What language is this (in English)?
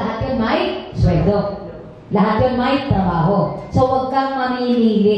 Filipino